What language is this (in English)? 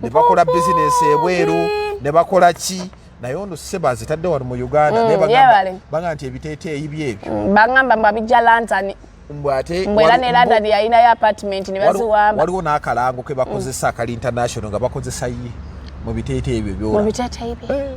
Ganda